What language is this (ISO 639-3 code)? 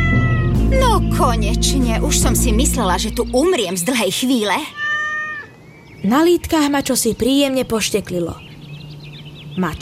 slk